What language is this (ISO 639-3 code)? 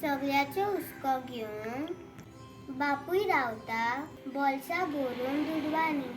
kok